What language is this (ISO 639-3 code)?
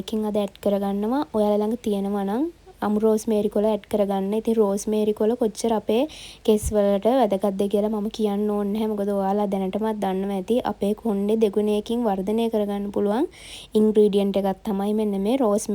sin